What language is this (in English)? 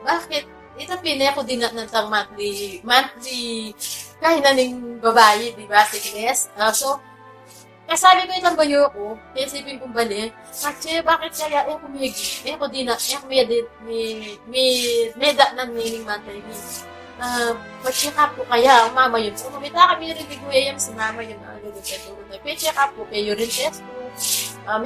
Pampanga